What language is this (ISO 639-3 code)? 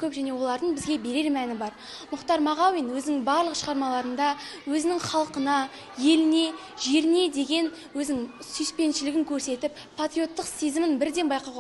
kaz